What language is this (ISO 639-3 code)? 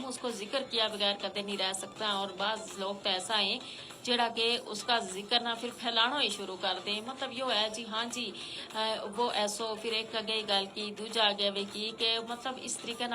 gju